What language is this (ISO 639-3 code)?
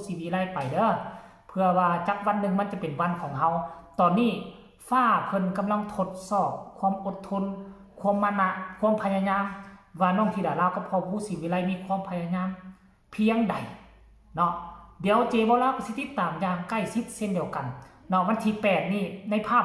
tts